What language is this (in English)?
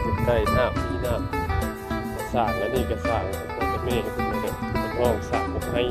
Northeastern Thai